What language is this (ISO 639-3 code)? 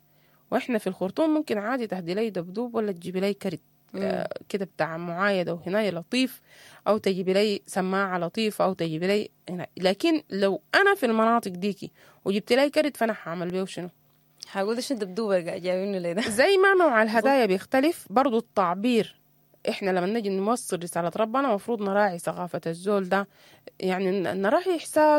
apd